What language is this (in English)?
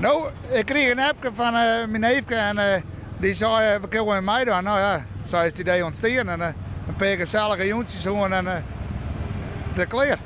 Western Frisian